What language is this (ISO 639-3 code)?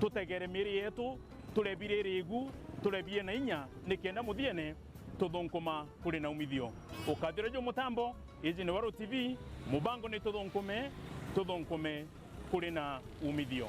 mer